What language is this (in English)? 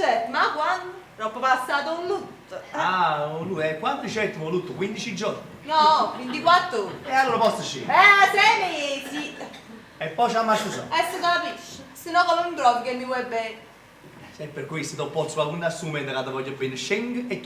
Neapolitan